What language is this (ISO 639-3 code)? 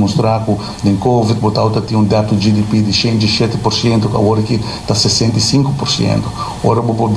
pap